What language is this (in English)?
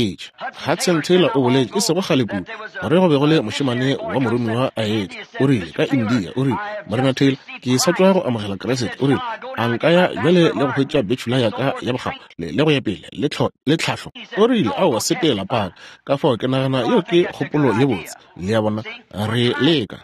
Northern Sotho